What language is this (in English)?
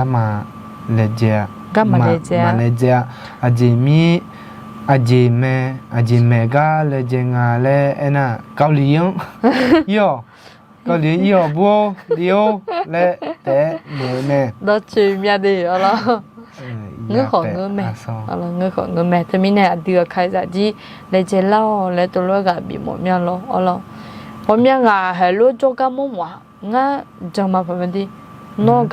Akha